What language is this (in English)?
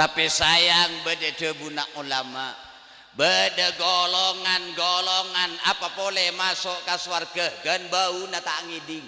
Madurese